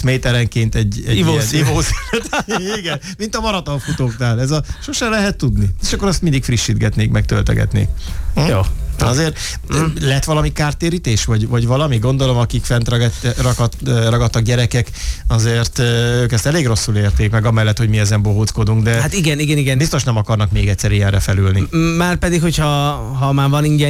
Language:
Hungarian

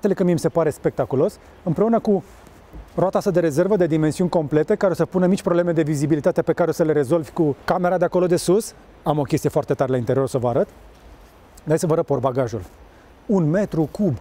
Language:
Romanian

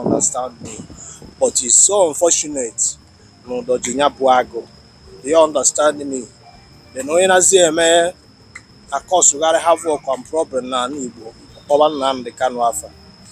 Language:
Igbo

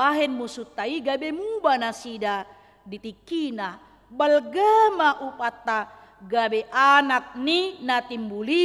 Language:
Batak Toba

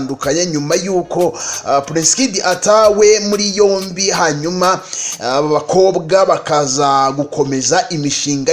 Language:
Kinyarwanda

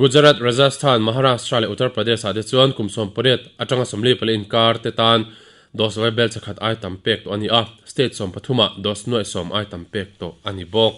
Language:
Mizo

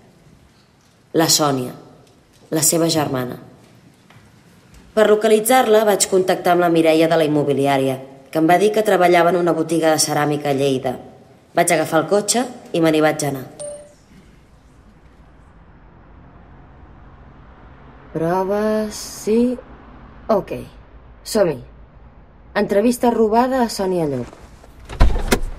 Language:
Catalan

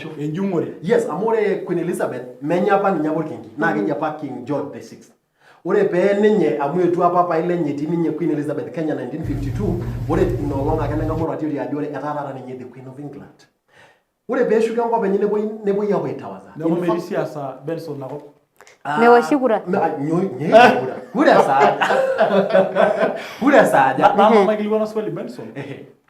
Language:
Masai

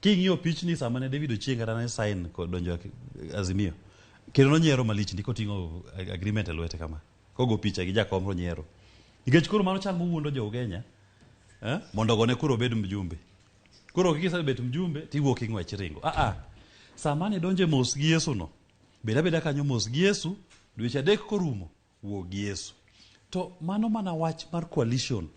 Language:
Luo (Kenya and Tanzania)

